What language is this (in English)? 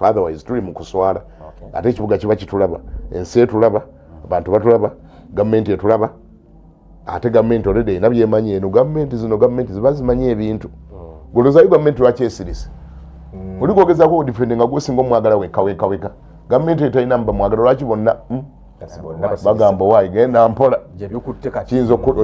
Ganda